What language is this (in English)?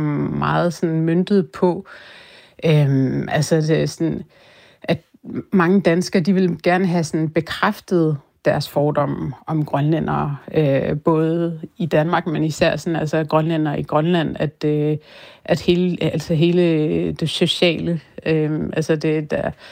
Danish